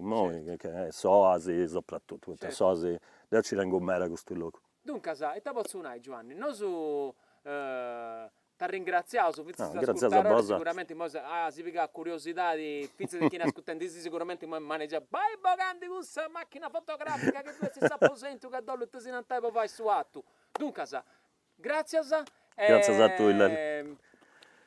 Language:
Sardinian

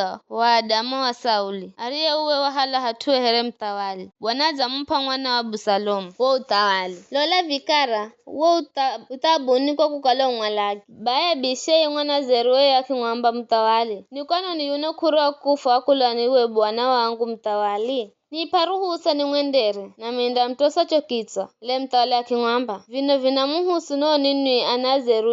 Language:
Giryama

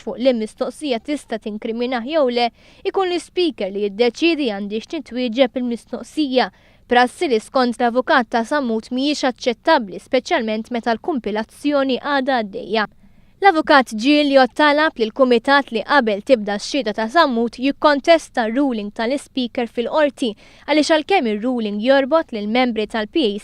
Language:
Maltese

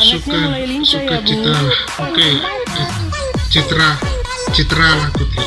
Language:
Manado Malay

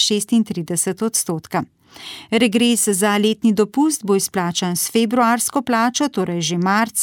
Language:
Slovenian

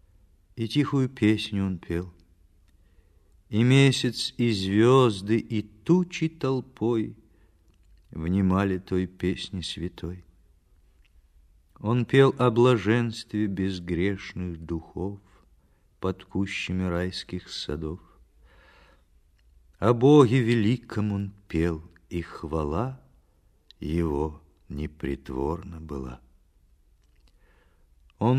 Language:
Russian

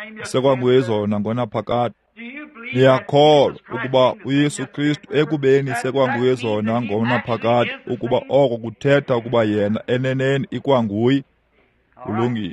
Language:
Xhosa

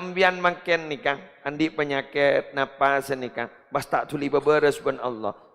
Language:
Madurese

